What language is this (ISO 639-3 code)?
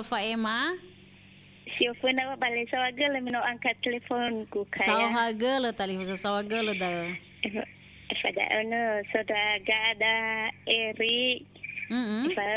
nia